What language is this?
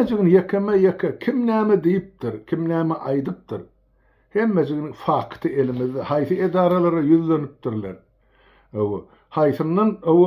Turkmen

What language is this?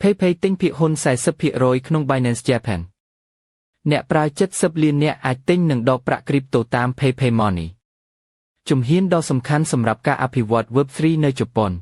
Khmer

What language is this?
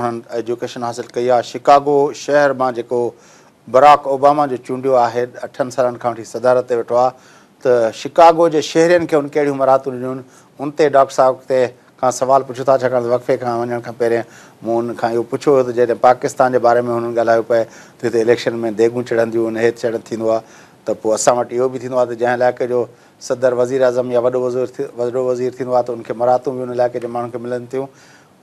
Sindhi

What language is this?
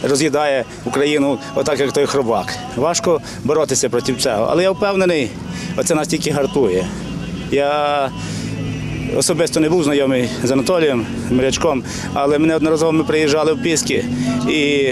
Ukrainian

